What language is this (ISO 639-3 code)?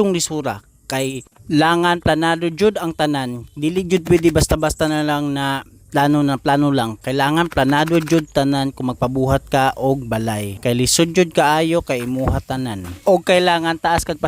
ceb